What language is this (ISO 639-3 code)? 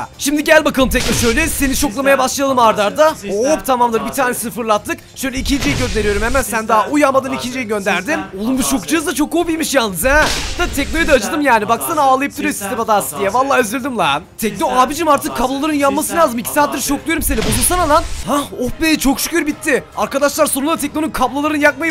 tur